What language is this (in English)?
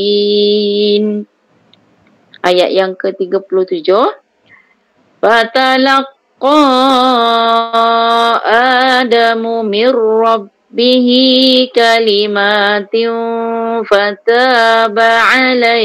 Malay